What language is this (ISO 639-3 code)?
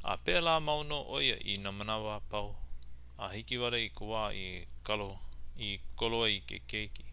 haw